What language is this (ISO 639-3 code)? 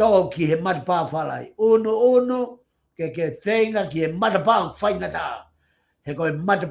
ton